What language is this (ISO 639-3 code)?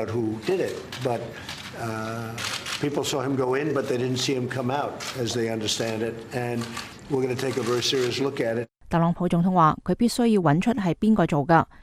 yue